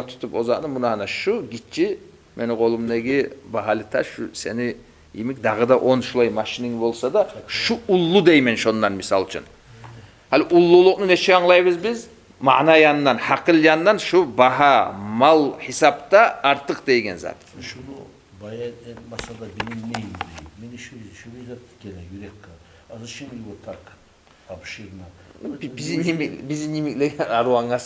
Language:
Kumyk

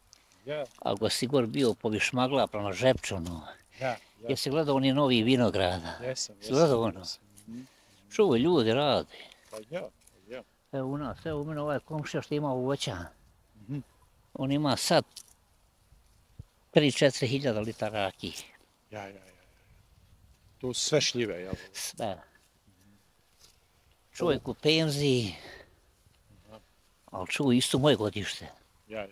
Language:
Bosnian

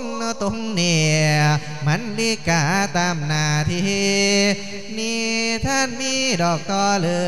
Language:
Lao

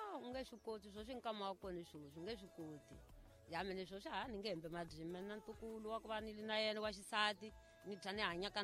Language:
Tsonga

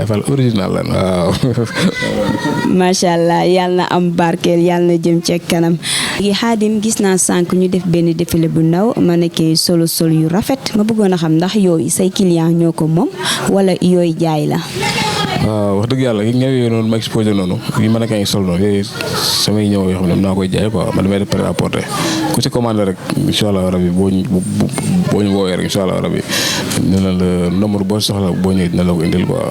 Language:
Wolof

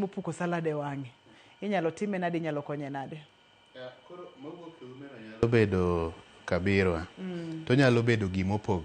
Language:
Luo (Kenya and Tanzania)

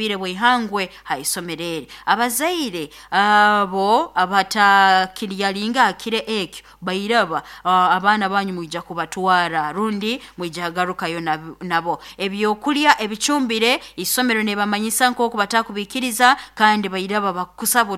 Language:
Nyoro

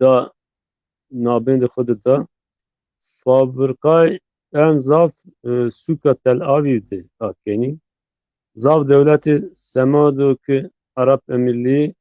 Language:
Zaza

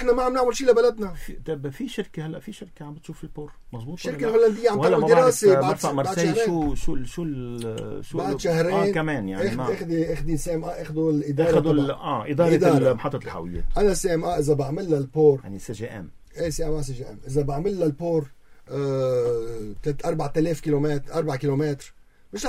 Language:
North Levantine Arabic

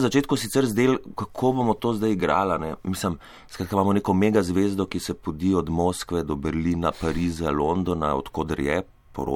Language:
Slovenian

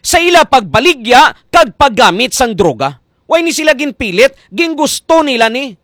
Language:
Hiligaynon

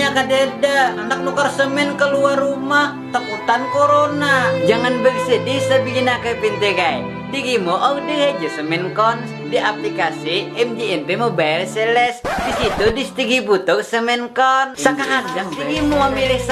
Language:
Banjar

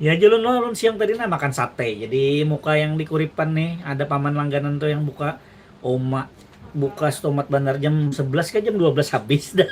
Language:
Banjar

